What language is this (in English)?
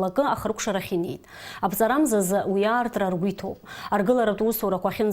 Abkhazian